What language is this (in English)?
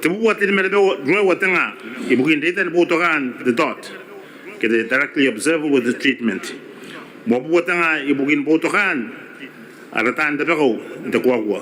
Gilbertese